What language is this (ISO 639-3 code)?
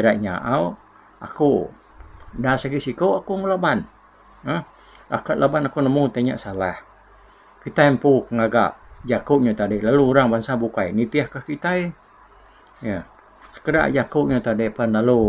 iba